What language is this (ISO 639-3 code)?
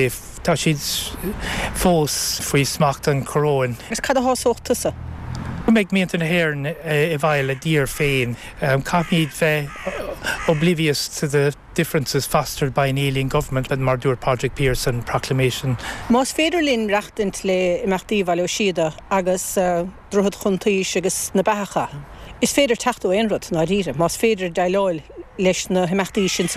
gle